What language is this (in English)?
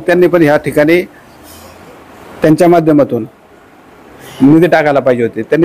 Marathi